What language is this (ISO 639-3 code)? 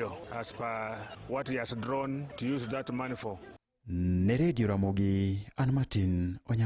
luo